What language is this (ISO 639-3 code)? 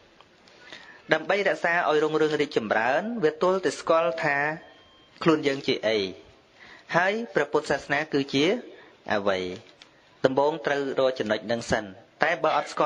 khm